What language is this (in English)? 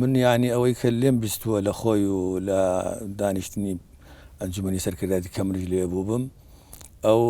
Central Kurdish